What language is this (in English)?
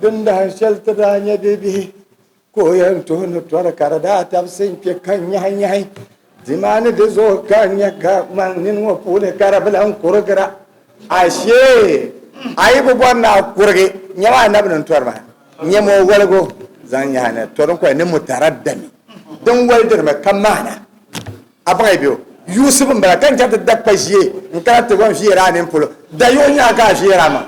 Dagbani